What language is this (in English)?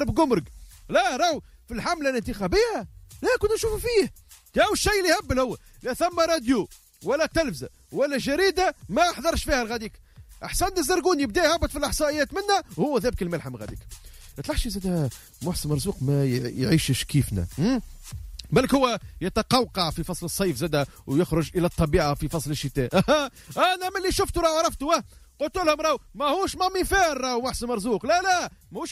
Tunisian Arabic